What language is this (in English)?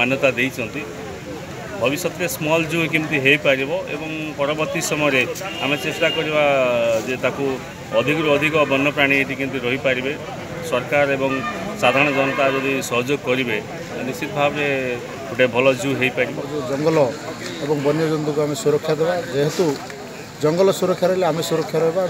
Odia